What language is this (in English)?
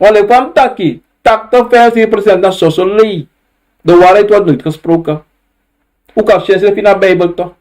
Sranan Tongo